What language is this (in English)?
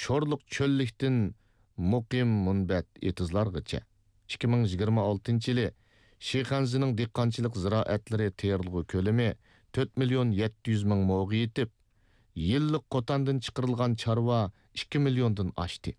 Uyghur